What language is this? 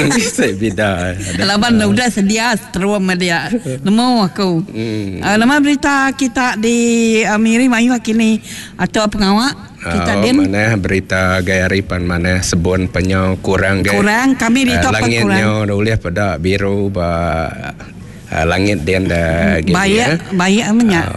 Iban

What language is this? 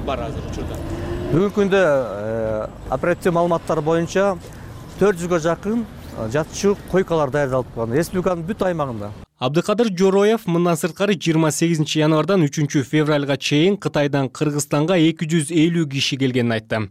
Kyrgyz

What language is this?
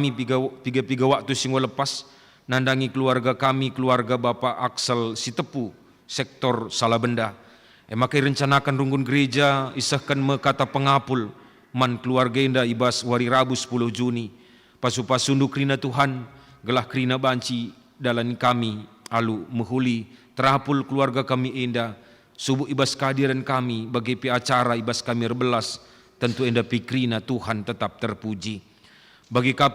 Batak Karo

